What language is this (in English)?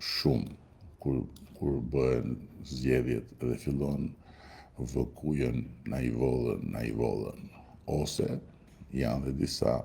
Albanian